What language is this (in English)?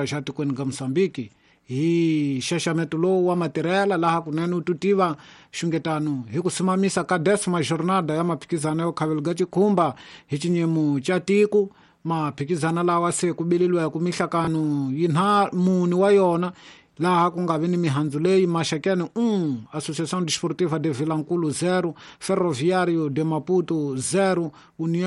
Tsonga